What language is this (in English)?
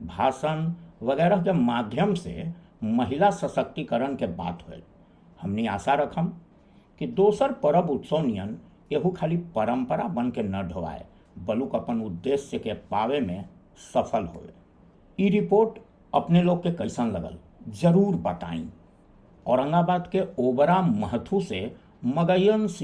Magahi